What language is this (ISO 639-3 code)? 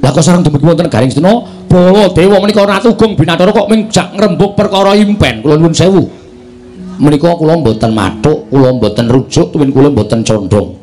jav